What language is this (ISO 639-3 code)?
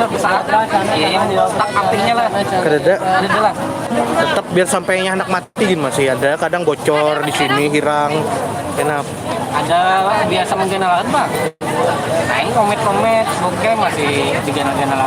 bjn